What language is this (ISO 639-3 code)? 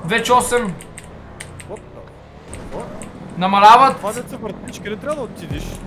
bul